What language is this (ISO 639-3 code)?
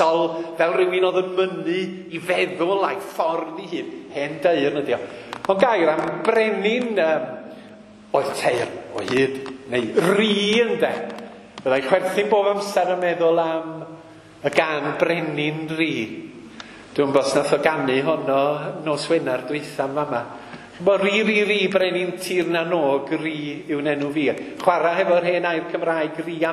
cym